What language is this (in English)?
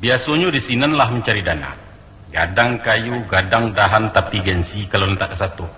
Minangkabau